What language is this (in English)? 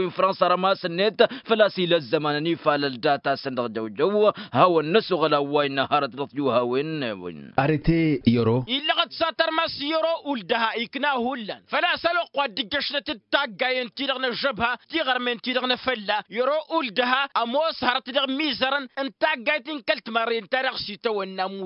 Tamasheq